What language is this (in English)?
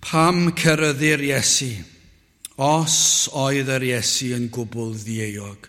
Welsh